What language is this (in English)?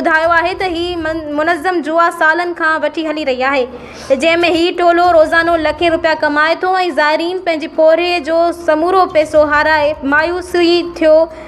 Sindhi